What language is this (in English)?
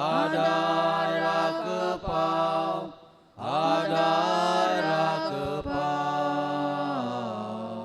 Konkani